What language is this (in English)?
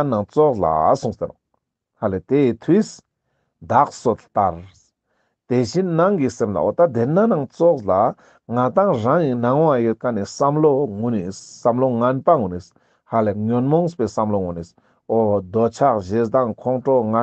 Ladakhi